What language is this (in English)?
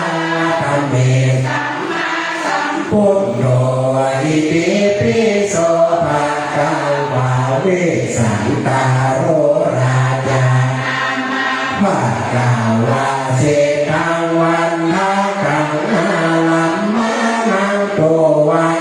Pali